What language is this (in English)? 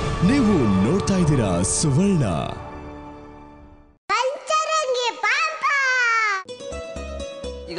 Kannada